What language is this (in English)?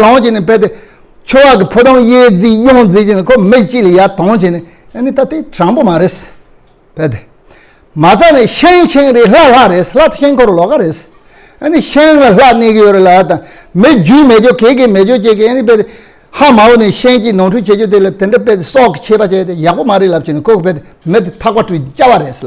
Tibetan